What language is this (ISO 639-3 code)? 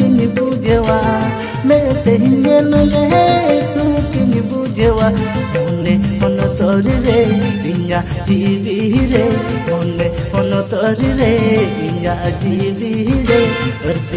sat